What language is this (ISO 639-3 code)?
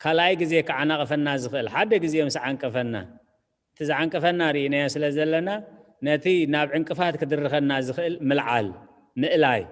tir